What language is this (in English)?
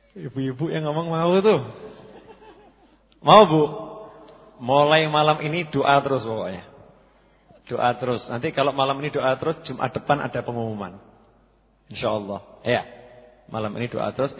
Indonesian